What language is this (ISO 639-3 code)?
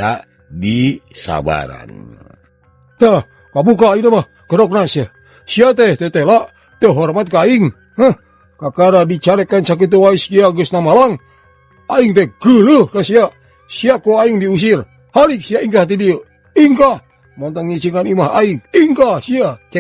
sun